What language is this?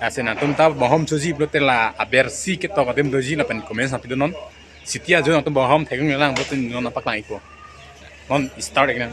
Karbi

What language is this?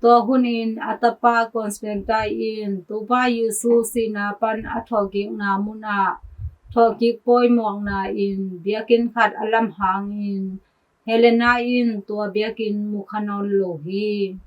Tedim Chin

